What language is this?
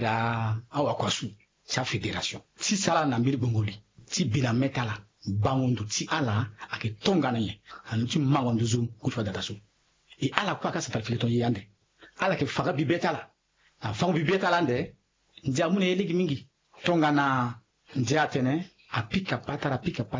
Sango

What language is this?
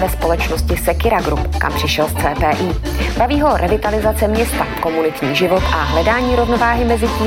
Czech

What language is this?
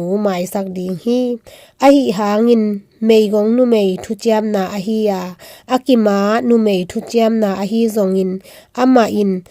Tedim Chin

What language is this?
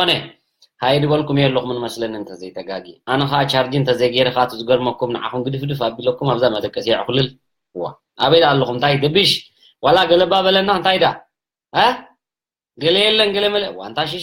Tigrinya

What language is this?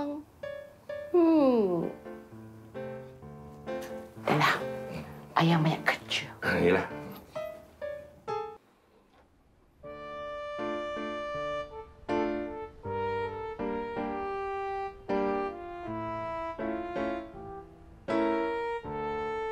Malay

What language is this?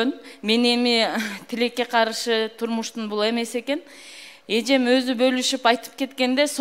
Kyrgyz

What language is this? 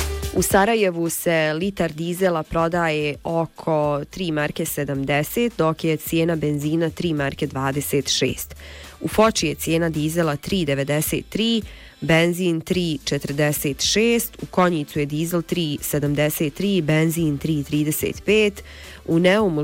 Bosnian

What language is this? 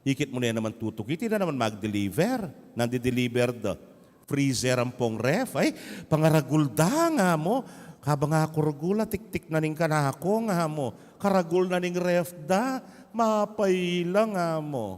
Pampanga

